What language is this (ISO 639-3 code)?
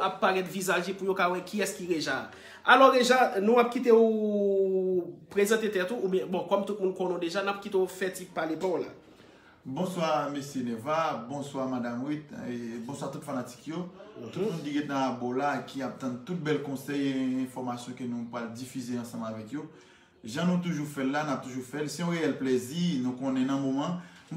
hat